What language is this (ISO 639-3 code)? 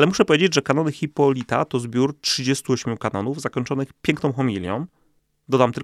pol